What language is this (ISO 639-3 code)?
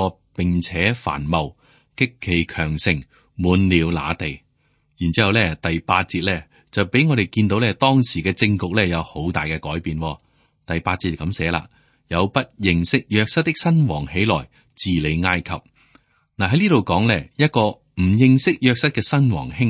yue